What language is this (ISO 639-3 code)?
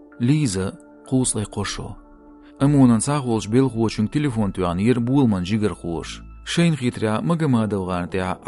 che